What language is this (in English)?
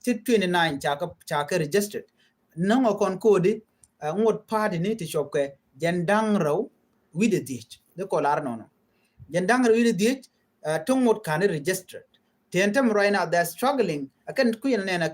Nuer